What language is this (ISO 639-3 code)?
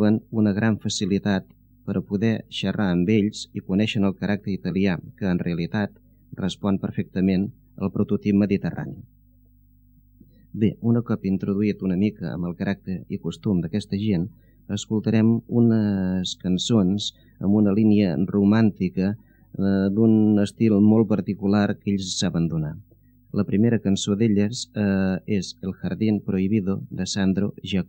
cat